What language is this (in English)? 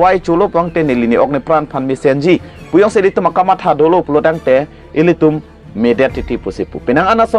Karbi